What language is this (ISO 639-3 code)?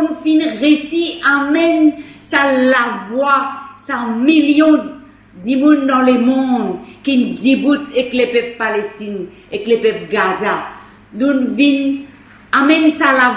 mfe